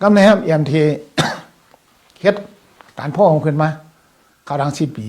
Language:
Shan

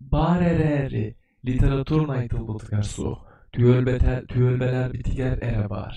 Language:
Yakut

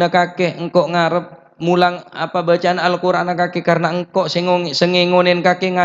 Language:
Madurese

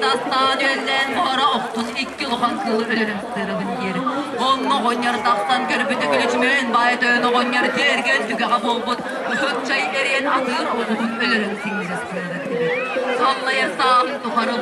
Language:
Yakut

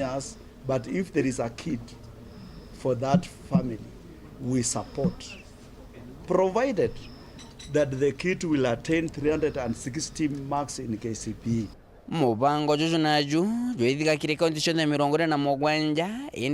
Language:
Meru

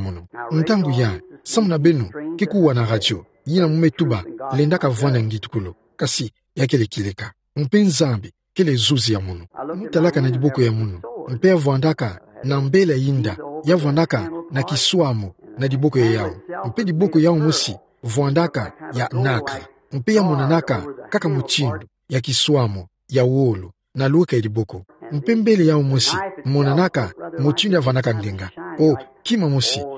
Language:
Kituba (Democratic Republic of Congo)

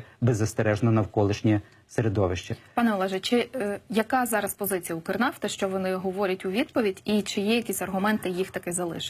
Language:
Ukrainian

